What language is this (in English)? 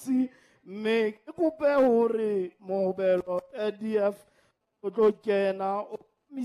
Southern Sotho